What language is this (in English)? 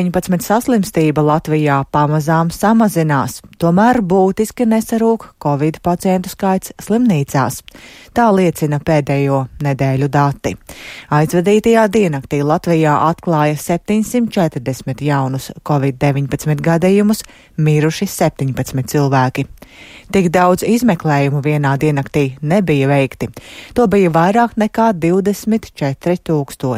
Latvian